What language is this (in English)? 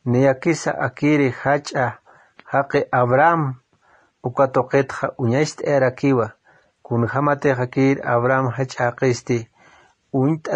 Aymara